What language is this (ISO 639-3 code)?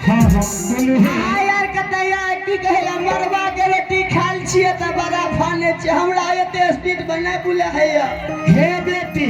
mai